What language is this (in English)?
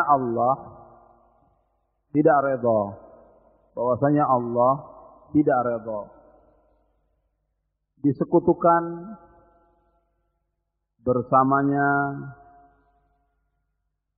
Indonesian